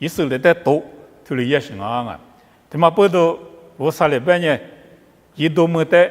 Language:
Lisu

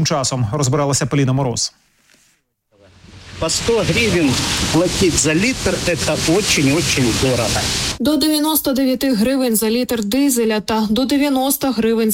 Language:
Ukrainian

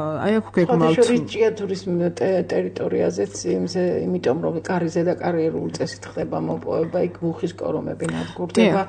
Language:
Georgian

